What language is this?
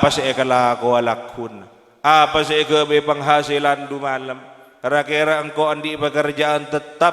Madurese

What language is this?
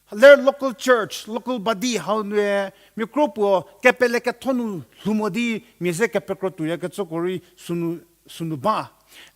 Angami Naga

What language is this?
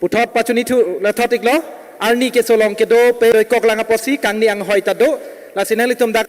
Karbi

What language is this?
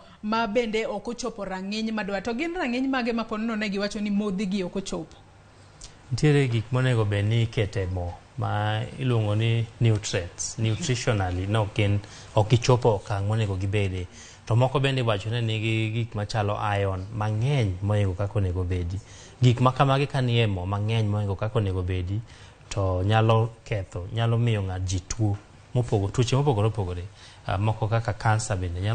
Luo (Kenya and Tanzania)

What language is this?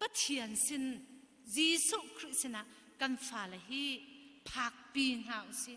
Hakha Chin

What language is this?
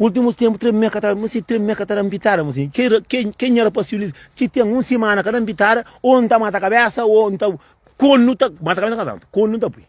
Kabuverdianu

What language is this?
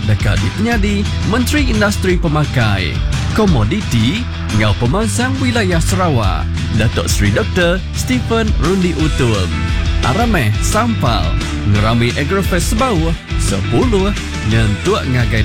Iban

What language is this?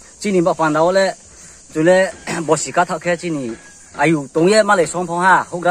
Riang (India)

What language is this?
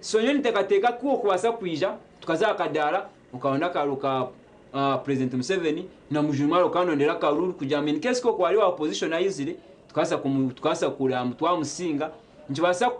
Nyankole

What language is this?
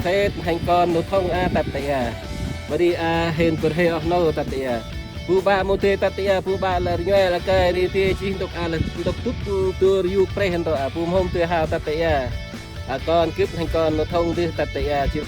Central Mnong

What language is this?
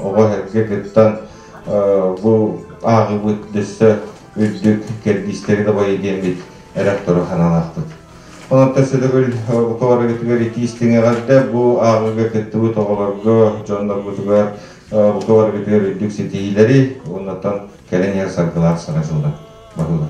Yakut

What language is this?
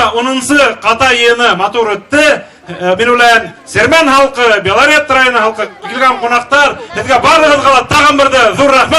Bashkir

